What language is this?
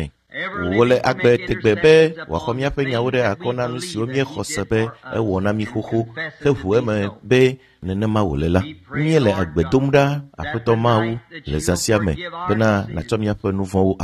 Ewe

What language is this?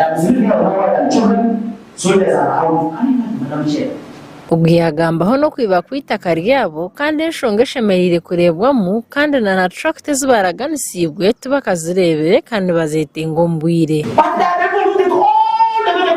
Nyankole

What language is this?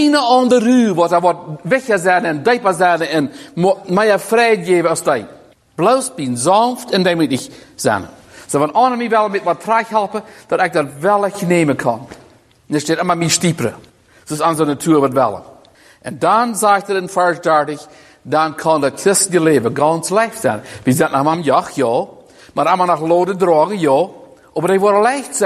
Plautdietsch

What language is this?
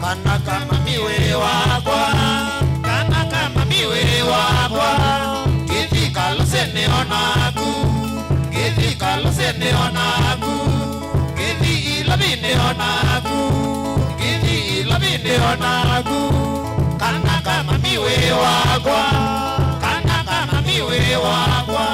Kamba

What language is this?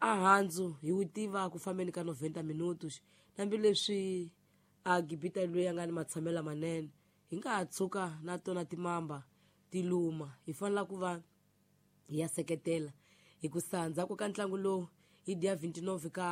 Tsonga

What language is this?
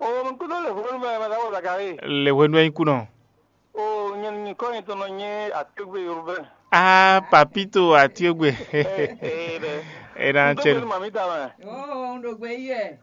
Fon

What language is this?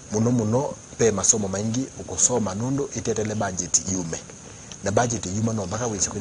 Kamba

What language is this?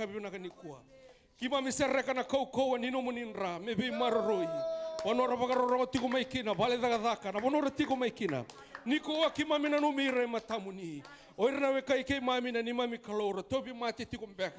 Fijian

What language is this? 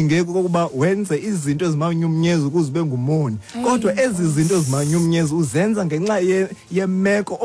Xhosa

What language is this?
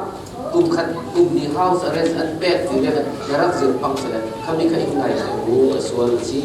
Falam Chin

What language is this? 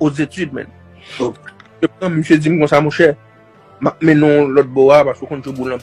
Haitian Creole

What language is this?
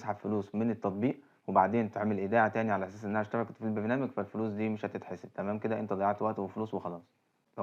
Egyptian Arabic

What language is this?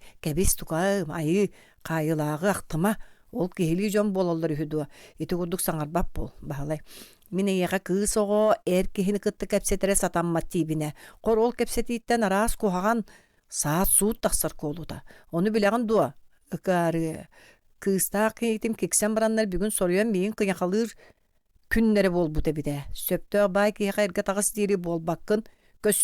Yakut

